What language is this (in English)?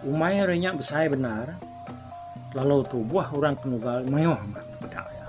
Iban